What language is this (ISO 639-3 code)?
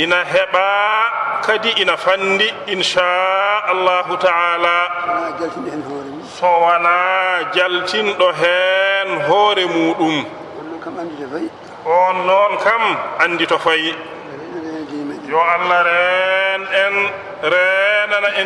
ful